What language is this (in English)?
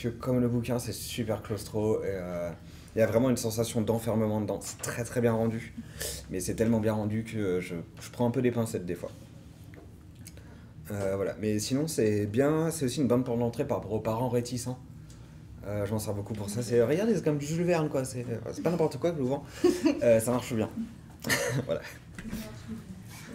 French